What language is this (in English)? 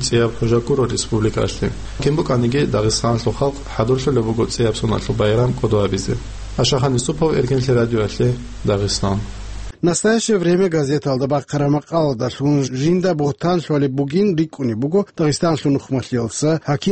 Avaric